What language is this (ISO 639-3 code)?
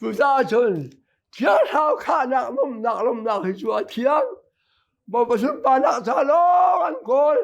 cnh